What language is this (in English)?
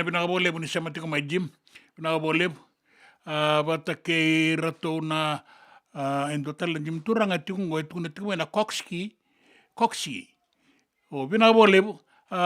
Fijian